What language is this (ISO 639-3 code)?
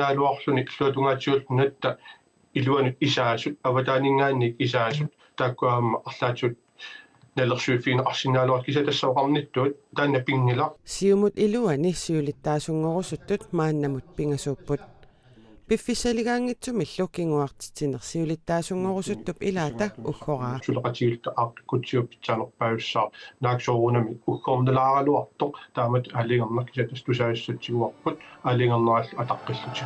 kal